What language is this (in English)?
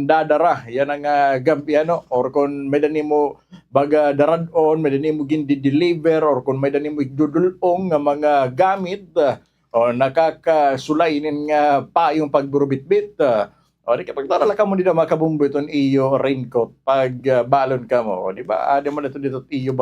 Waray